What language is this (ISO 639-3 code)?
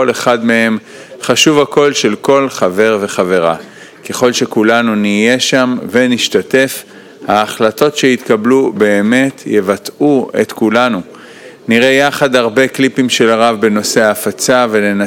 heb